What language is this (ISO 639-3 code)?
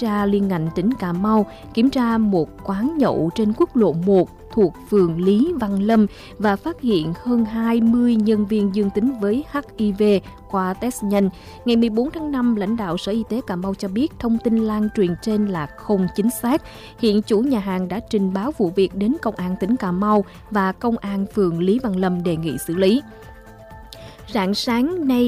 vie